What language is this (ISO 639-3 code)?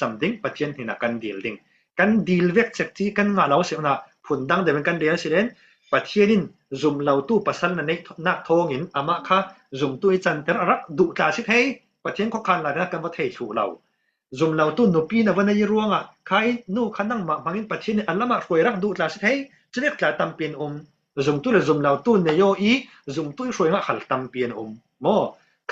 cfm